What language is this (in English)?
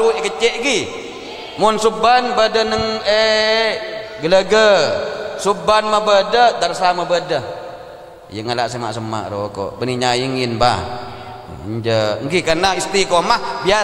Madurese